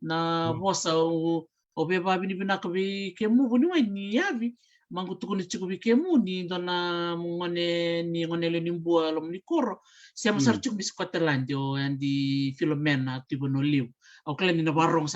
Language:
Fijian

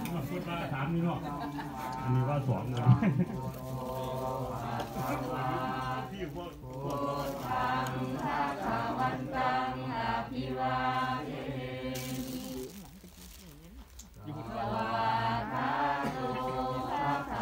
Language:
Thai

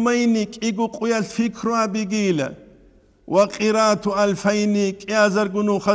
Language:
Avaric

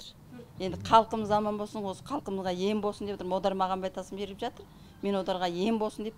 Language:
Kazakh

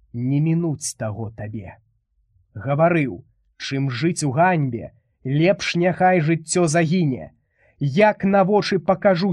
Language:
Belarusian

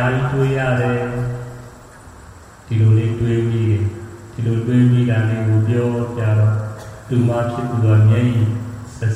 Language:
Burmese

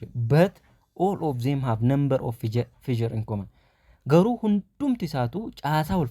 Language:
Oromo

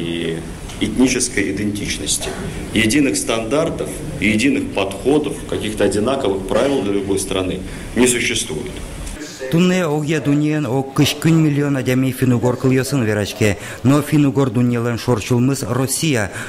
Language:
Udmurt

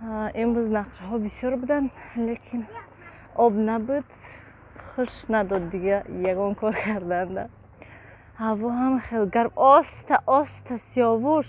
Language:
Tajik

